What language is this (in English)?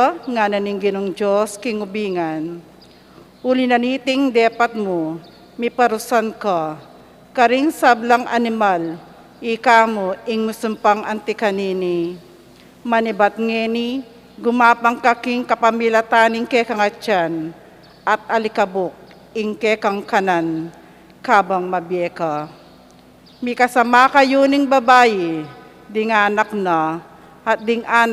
Pampanga